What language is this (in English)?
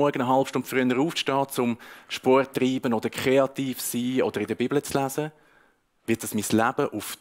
Swiss German